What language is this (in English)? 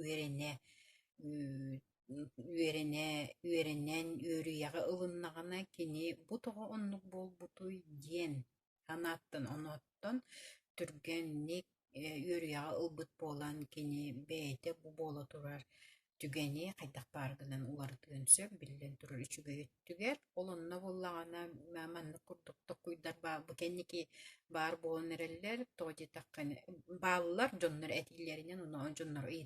Yakut